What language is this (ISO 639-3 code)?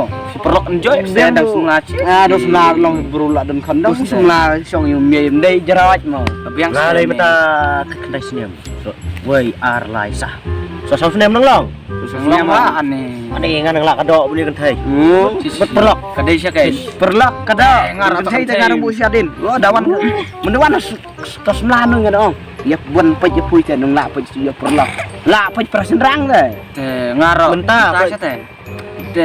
kha